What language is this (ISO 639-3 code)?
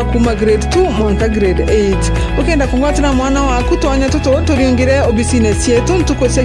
mer